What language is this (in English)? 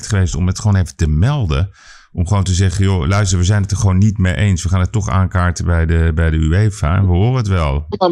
Dutch